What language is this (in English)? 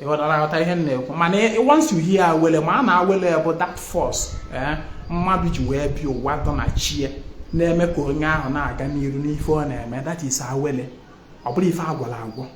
Igbo